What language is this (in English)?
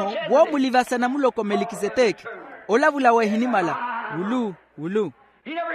Makhuwa